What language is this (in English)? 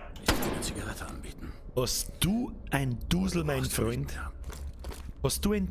Bavarian